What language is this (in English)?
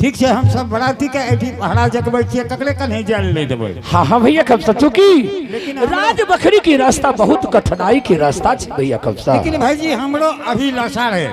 Angika